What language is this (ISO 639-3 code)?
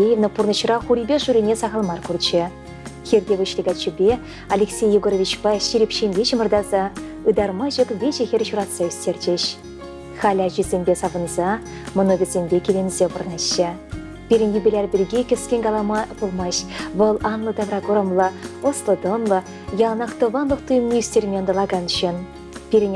chv